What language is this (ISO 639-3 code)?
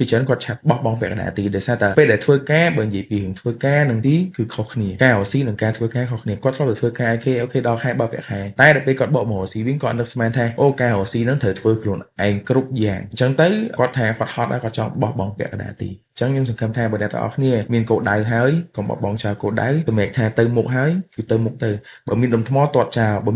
khm